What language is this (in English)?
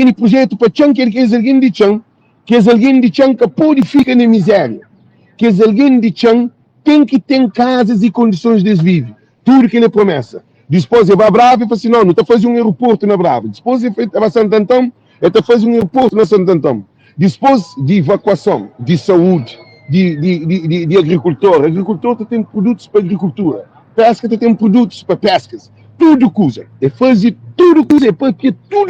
Kabuverdianu